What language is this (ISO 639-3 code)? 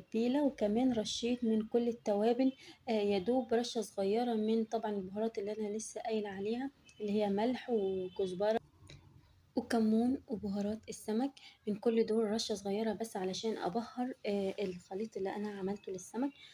arz